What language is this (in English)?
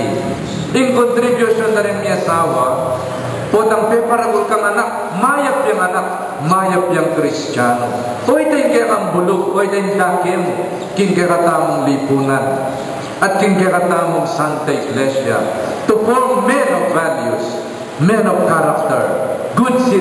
Pampanga